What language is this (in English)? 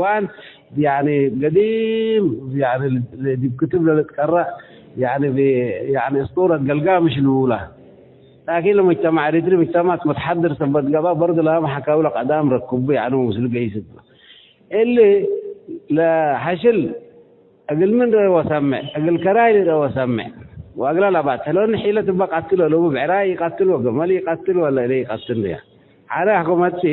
Tigre